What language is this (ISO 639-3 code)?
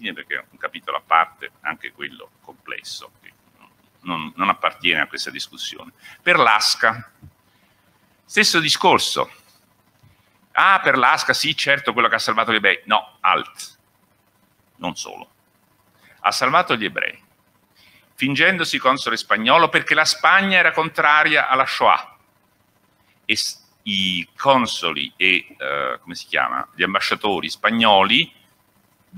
ita